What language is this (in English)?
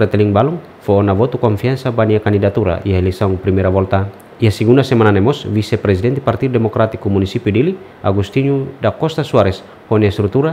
Tetum